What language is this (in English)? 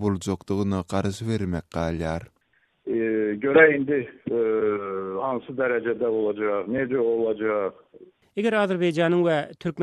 Turkmen